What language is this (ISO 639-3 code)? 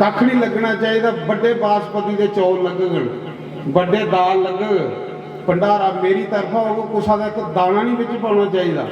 doi